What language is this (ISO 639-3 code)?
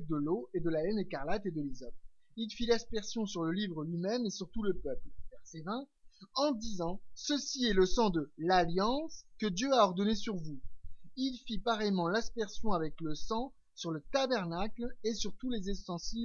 fra